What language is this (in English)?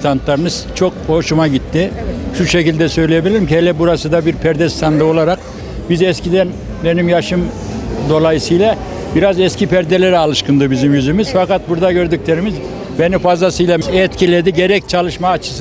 Turkish